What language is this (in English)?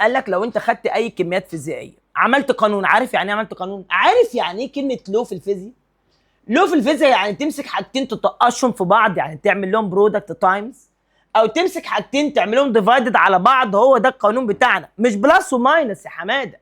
Egyptian Arabic